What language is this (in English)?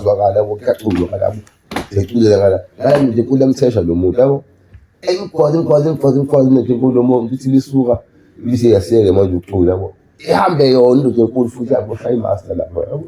Zulu